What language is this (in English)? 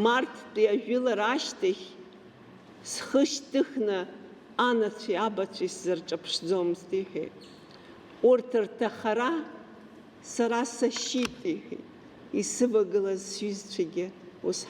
Abkhazian